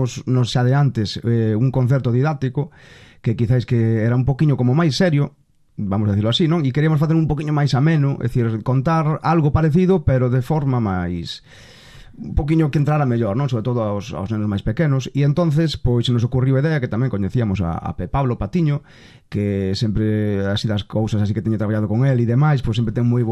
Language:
Galician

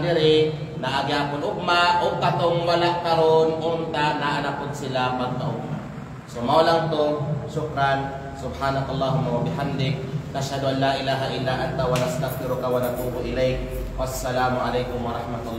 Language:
Kalagan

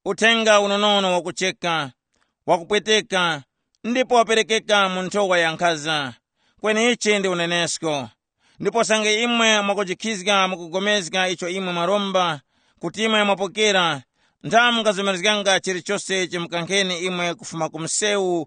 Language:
Tumbuka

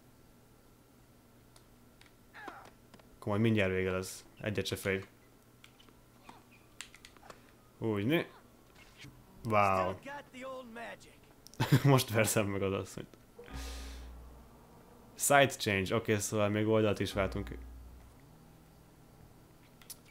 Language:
Hungarian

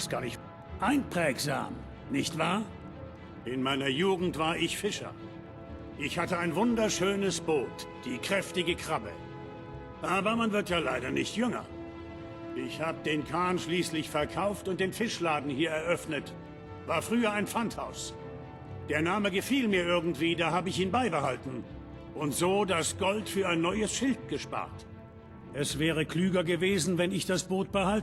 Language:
Bavarian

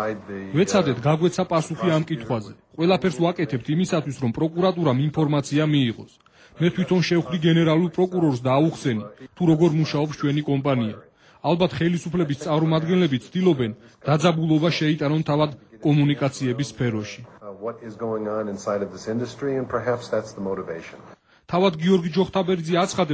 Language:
Georgian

